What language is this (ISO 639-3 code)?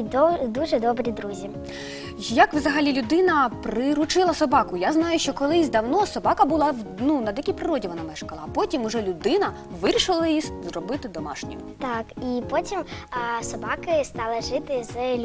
ukr